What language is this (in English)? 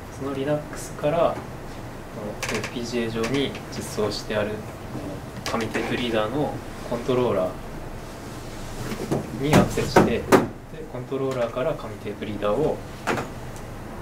Japanese